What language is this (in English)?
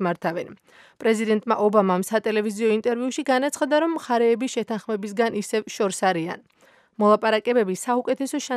Georgian